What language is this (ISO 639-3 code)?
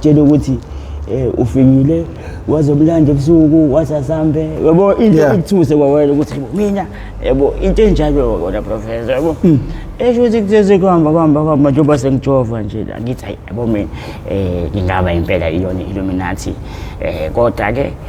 zul